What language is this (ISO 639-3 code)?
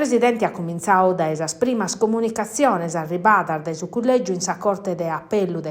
srd